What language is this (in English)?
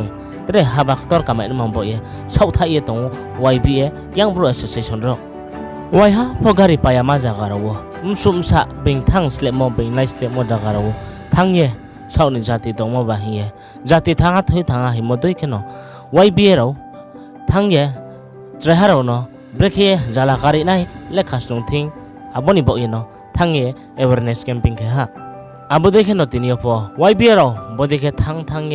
Riang (India)